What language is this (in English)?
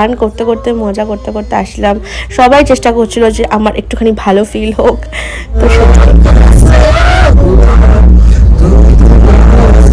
Bangla